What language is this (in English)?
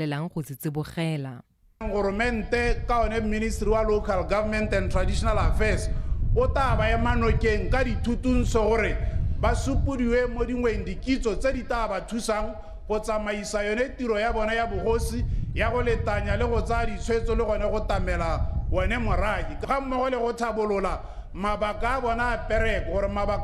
Tswana